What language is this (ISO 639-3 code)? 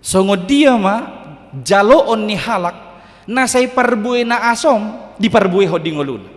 bbc